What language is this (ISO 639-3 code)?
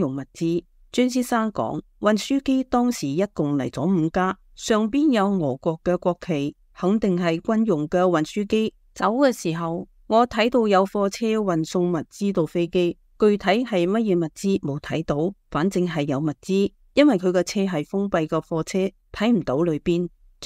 yue